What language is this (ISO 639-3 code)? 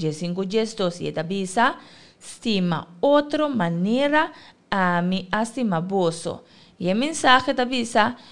pap